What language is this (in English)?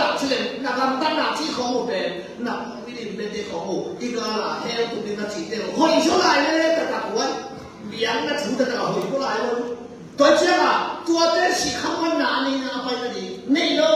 Tedim Chin